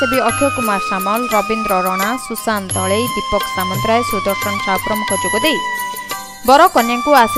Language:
Odia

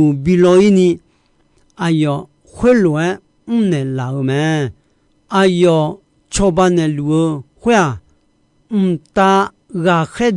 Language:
Akha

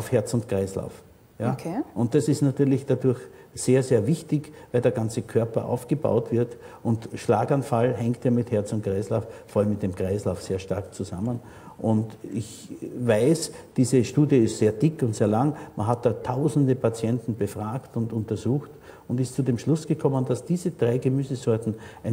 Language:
German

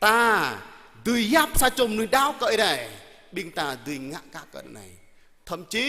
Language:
Jarai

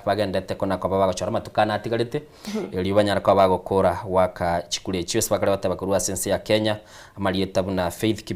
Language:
Gusii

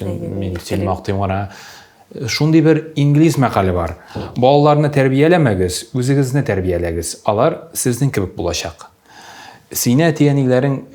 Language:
Tatar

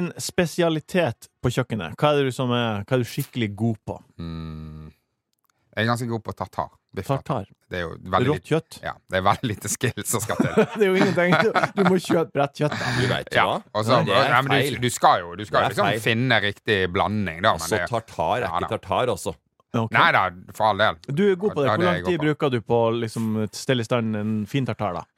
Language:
Norwegian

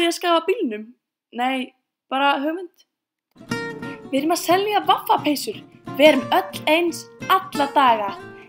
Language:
Icelandic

